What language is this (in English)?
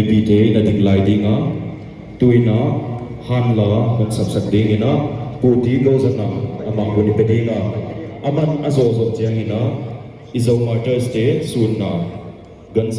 Paite Chin